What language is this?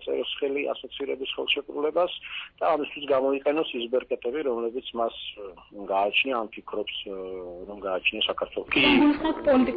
Georgian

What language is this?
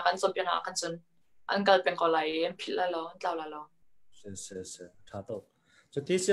Hakha Chin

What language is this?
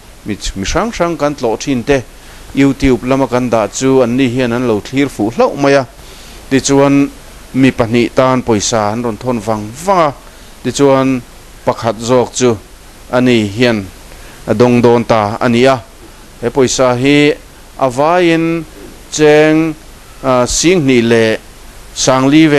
Mizo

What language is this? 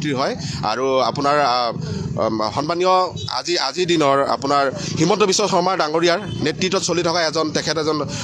Assamese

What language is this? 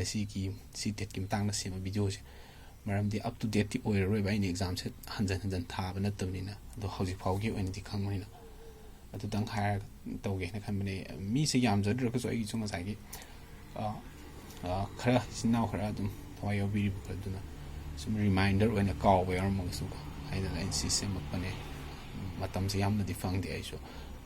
Manipuri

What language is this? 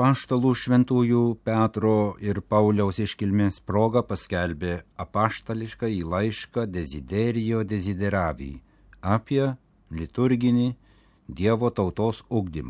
Lithuanian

